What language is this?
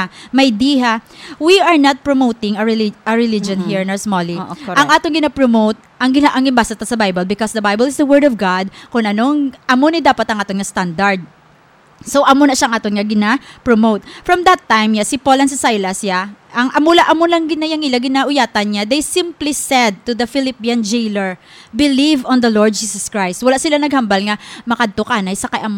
Hiligaynon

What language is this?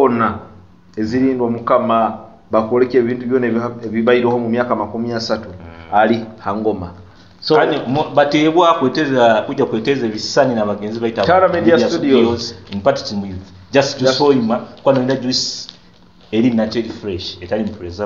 Nyoro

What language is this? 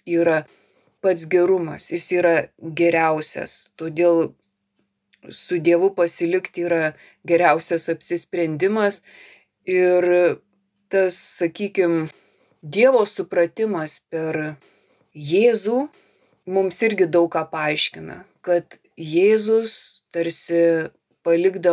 Lithuanian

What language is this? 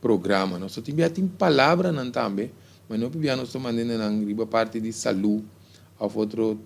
Papiamento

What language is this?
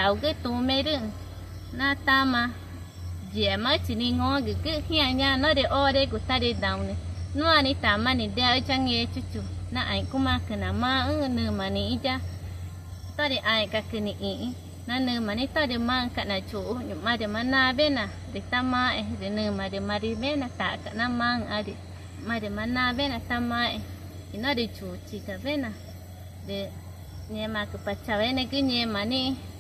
Ticuna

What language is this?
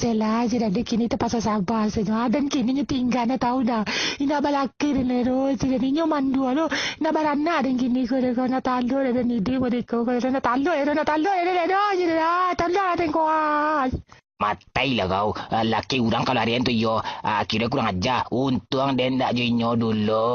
Minangkabau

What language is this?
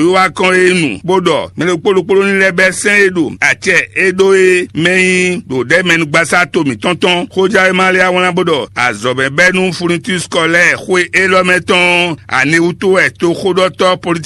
Fon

